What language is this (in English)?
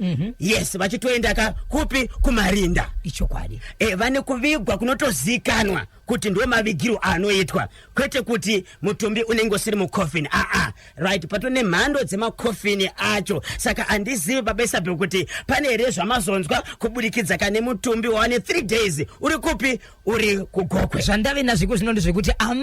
Shona